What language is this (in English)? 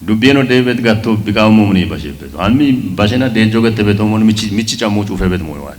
Kafa